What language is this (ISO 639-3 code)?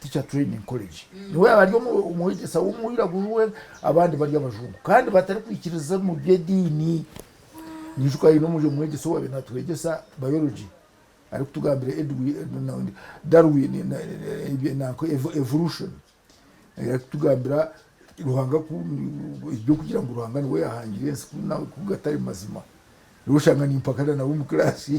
nyn